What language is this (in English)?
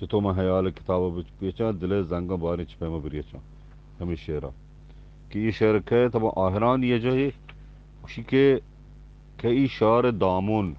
Eastern Balochi